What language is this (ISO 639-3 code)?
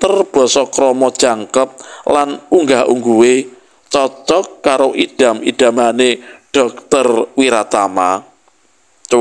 jav